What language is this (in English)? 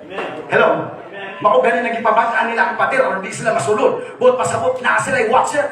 Cebuano